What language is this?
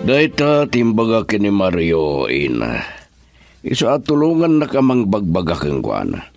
Iloko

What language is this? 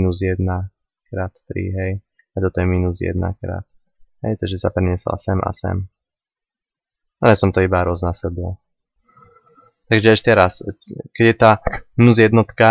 Slovak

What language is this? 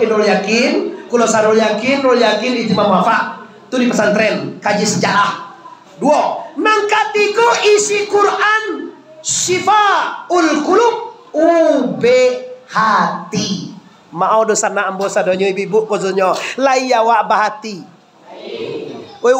Minangkabau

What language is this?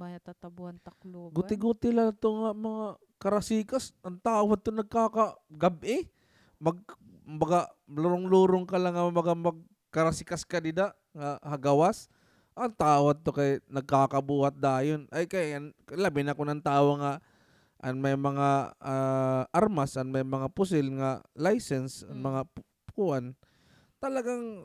Waray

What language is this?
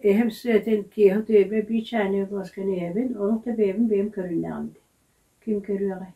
Yakut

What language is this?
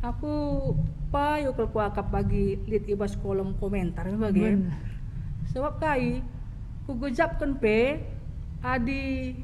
Batak Karo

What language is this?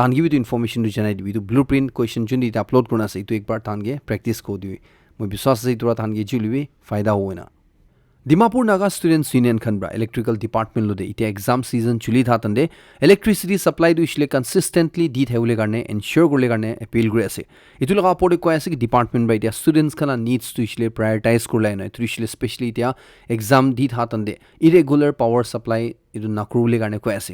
Naga Pidgin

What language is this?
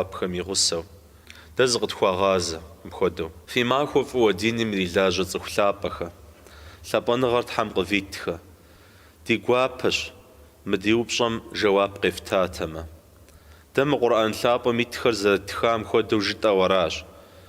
Kabardian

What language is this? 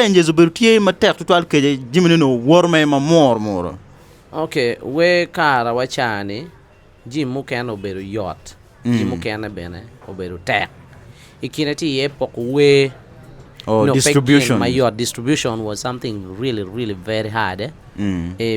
Acoli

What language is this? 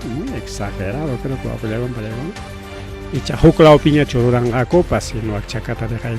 Ayacucho Quechua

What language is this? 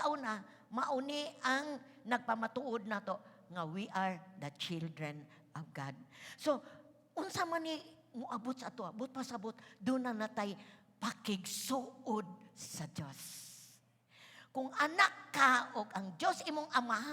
Cebuano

